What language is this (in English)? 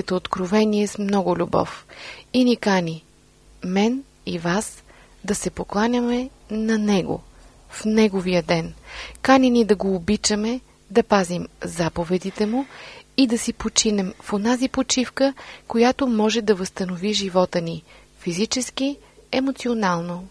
Bulgarian